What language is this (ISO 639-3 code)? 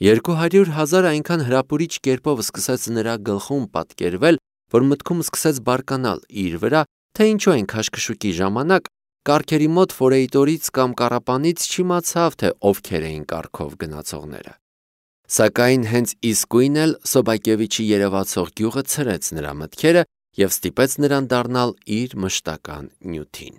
hye